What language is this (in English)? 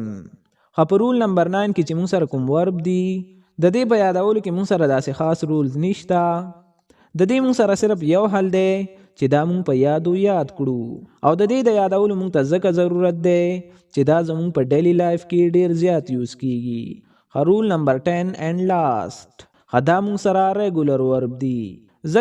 Pashto